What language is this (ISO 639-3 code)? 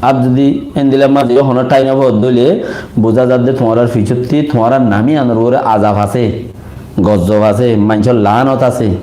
rhg